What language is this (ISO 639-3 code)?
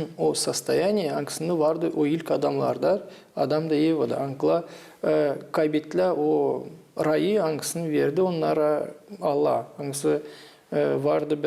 gag